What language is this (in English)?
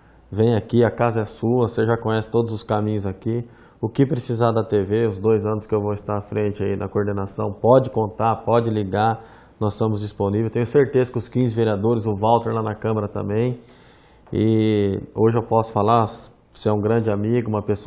Portuguese